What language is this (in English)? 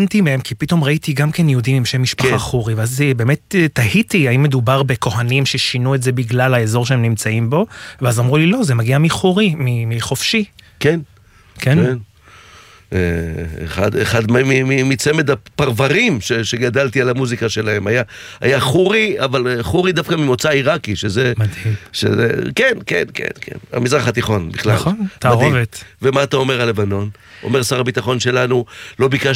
Hebrew